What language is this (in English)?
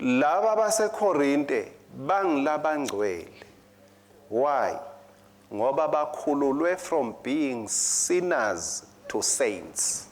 Swati